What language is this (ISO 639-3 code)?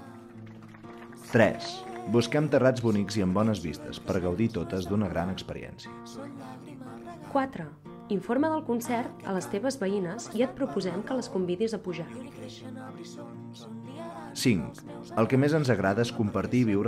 cat